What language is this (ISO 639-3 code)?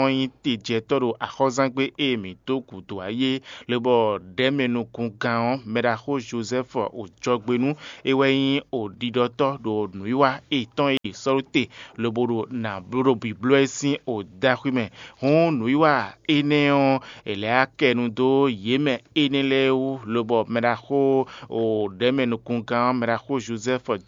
fon